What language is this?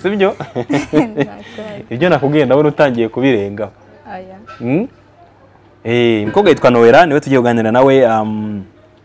Kinyarwanda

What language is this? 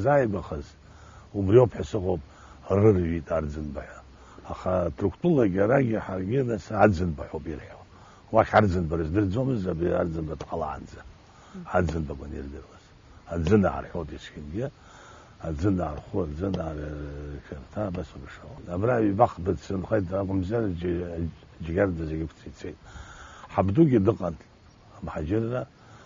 Abkhazian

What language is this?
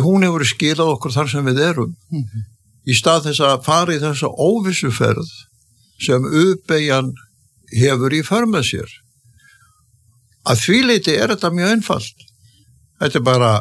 Icelandic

